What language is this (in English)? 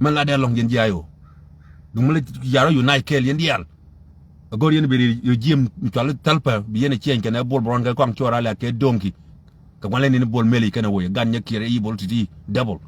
Nuer